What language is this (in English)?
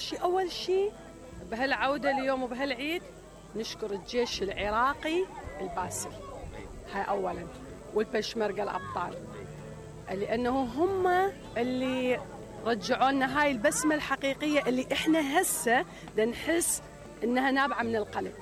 Mesopotamian Arabic